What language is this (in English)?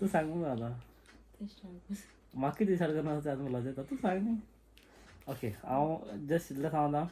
Konkani